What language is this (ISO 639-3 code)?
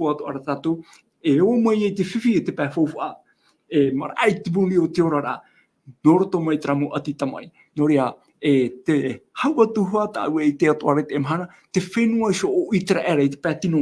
tah